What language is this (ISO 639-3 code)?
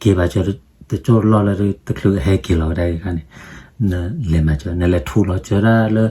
ksw